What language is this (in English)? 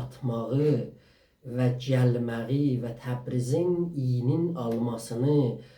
South Azerbaijani